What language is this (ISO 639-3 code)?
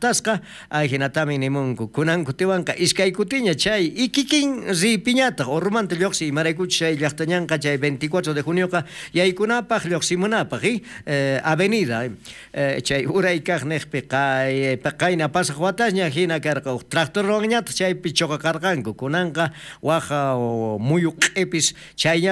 quh